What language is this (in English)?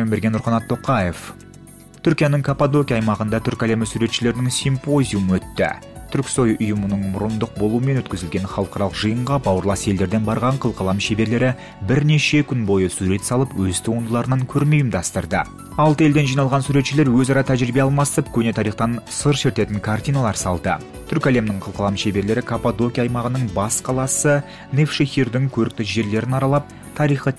Kazakh